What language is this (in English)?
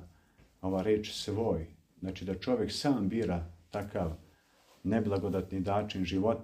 Serbian